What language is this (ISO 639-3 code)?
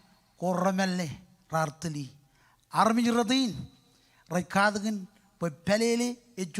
mah